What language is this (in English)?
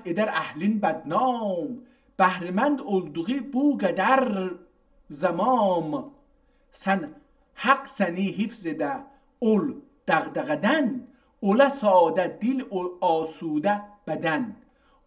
South Azerbaijani